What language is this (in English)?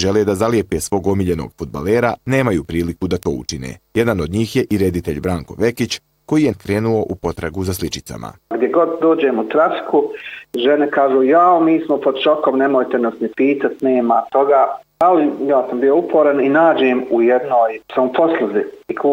Bosnian